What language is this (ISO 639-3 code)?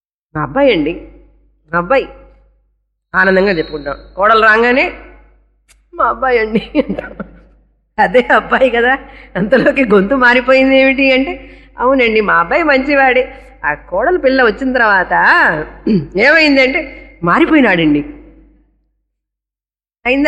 tel